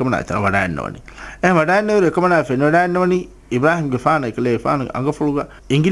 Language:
Divehi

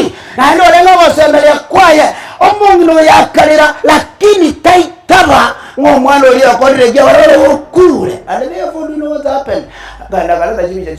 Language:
Gusii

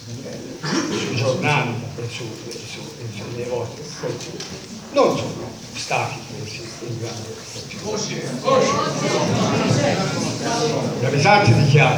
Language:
Italian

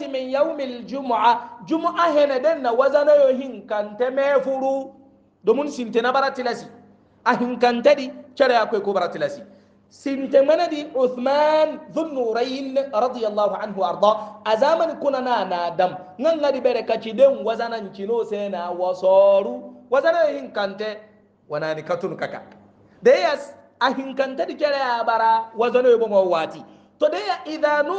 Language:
Hausa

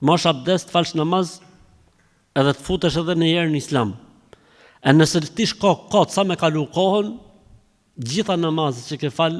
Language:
Albanian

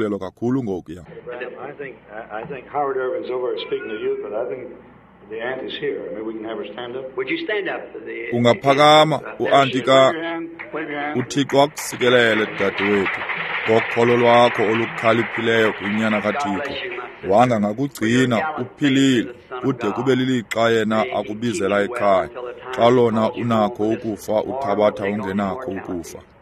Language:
Xhosa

